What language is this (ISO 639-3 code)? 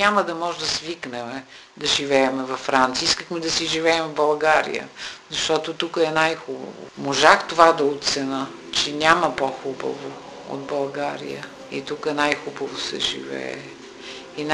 bul